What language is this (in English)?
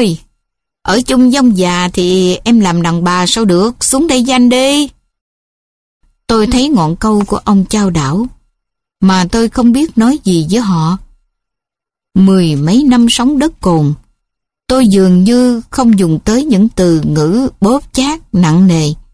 Vietnamese